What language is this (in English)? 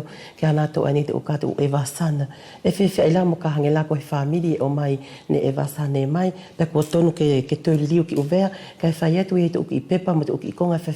Wallisian